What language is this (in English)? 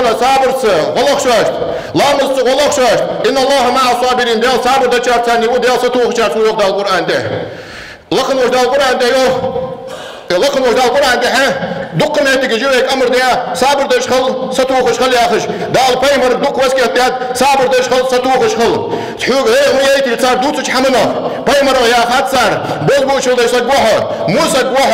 Ingush